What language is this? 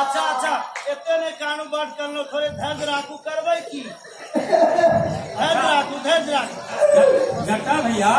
Maithili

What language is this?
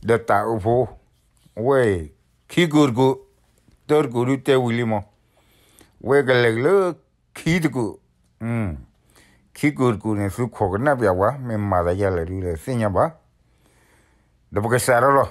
S'gaw Karen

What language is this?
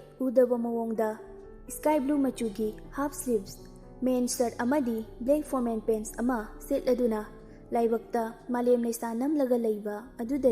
Manipuri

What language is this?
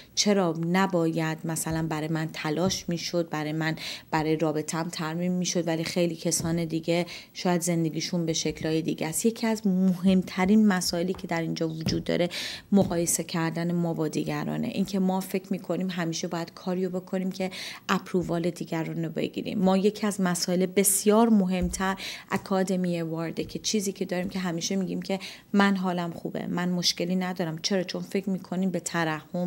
Persian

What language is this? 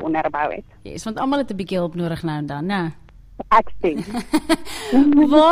Afrikaans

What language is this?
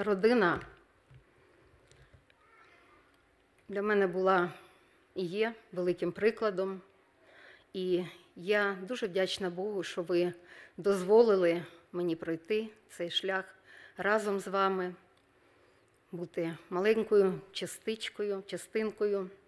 Ukrainian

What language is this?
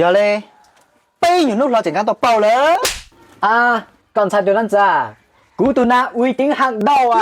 Hmong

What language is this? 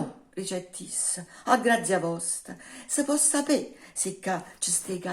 Neapolitan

